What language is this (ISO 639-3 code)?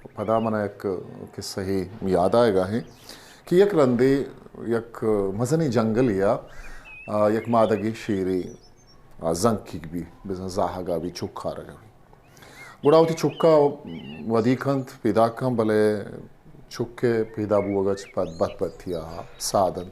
bgp